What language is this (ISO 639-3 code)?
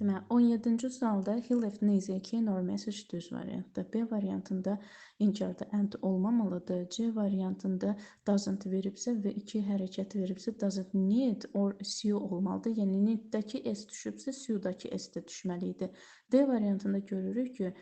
aze